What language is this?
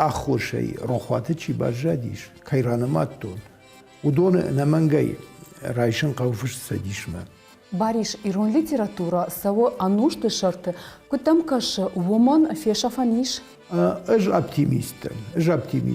Ossetic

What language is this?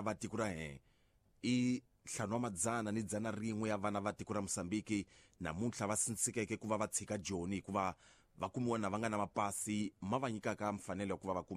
Tsonga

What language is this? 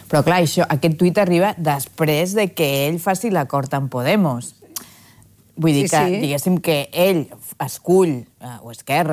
Catalan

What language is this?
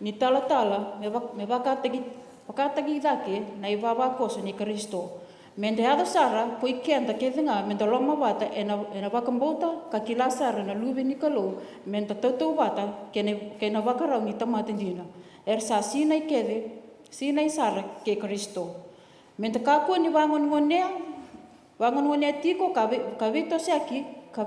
Fijian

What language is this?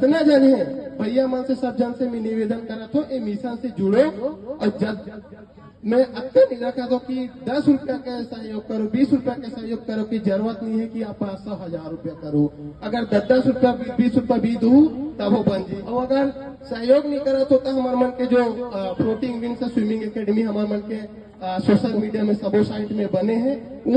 Chhattisgarhi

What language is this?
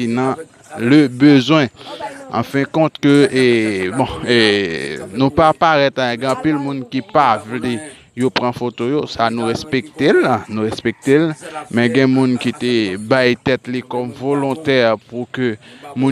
Haitian Creole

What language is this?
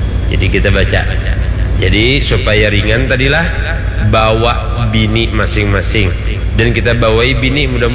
Banjar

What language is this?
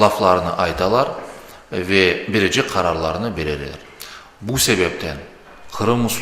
Crimean Tatar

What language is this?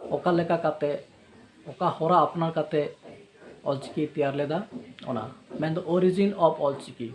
Santali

